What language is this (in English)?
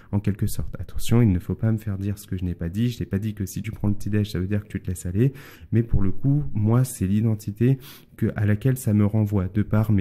French